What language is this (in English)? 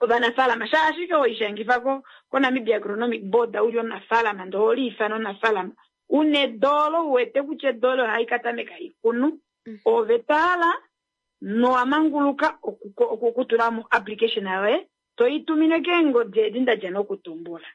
Kuanyama